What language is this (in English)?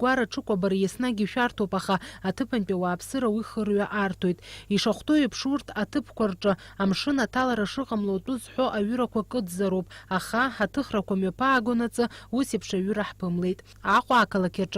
Abkhazian